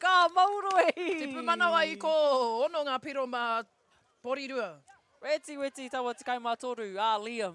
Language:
Māori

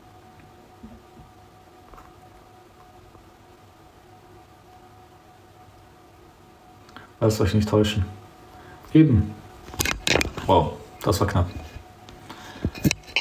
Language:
German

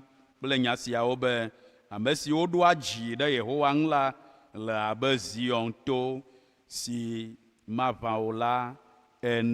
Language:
Ewe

